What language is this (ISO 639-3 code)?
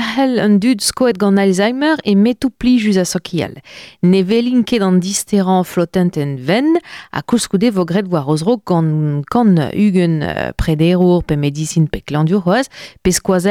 bre